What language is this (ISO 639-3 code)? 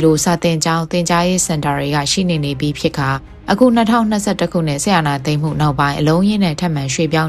mya